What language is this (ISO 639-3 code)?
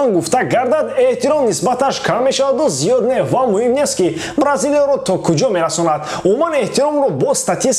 tgk